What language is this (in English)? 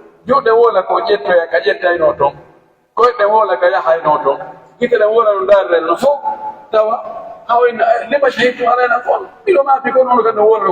Pular